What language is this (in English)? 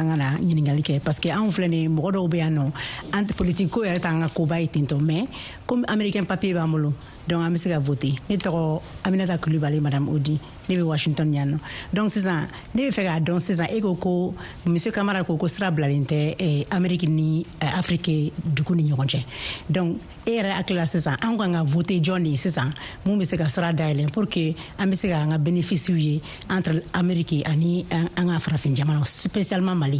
Bambara